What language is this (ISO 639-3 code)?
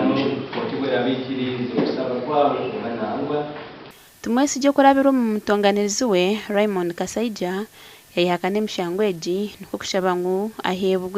nyn